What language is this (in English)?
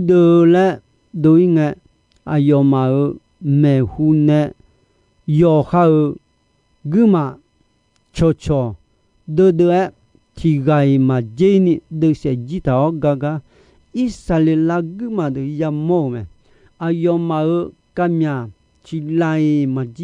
Akha